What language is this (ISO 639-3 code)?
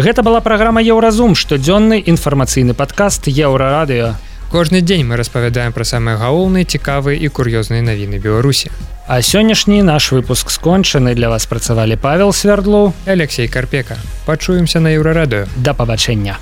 bel